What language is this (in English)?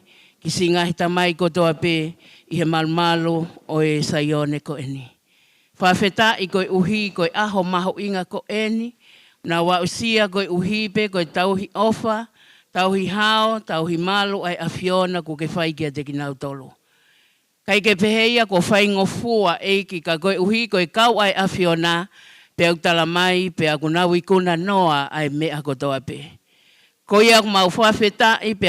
Tongan